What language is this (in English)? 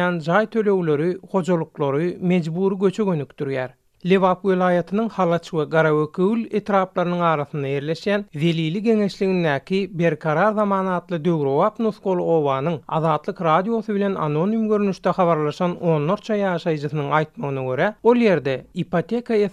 Turkmen